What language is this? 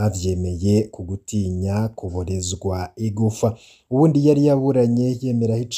Rundi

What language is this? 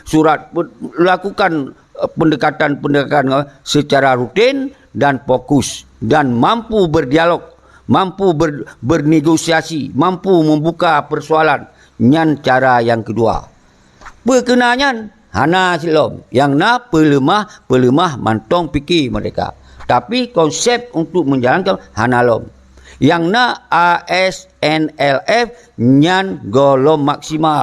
Achinese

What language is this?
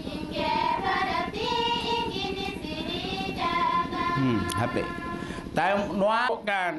Santali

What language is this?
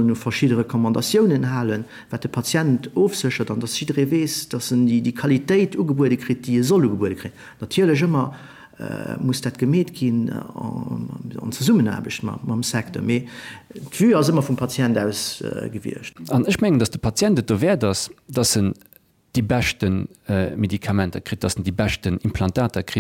Luxembourgish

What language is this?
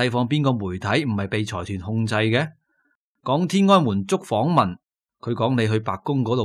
Cantonese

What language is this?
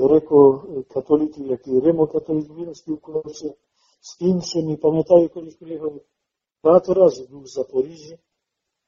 Ukrainian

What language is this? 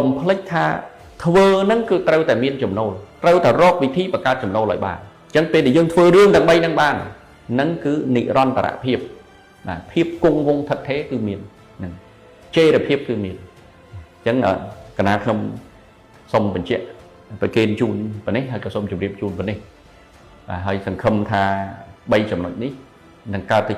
Khmer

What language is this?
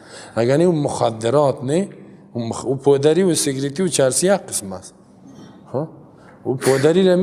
Persian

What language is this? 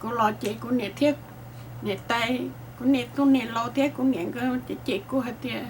Hmong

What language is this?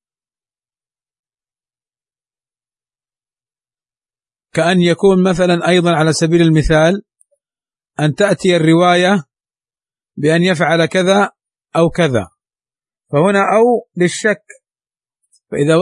Arabic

